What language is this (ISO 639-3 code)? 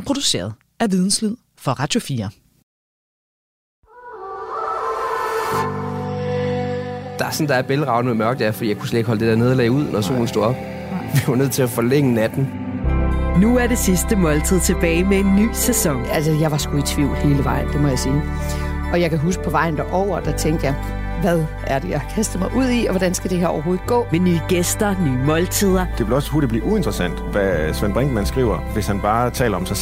dan